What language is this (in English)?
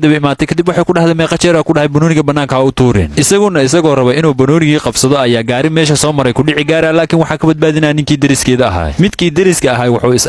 Somali